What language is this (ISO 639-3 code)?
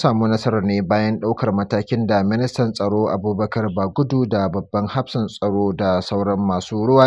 hau